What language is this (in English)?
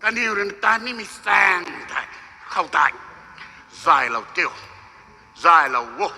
Rongmei Naga